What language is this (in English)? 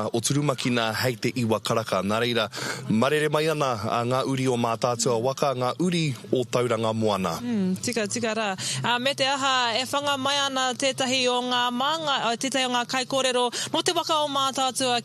Māori